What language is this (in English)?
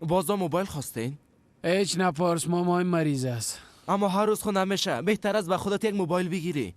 Persian